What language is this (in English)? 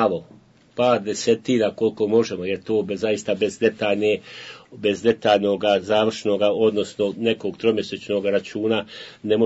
Bosnian